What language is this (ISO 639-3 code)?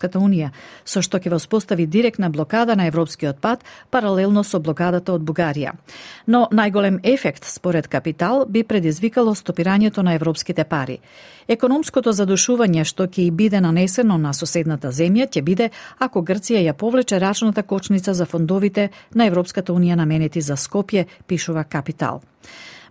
mkd